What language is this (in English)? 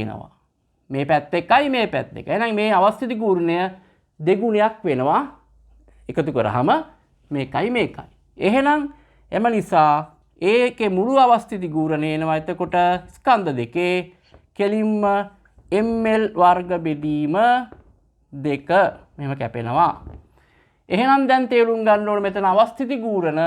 Sinhala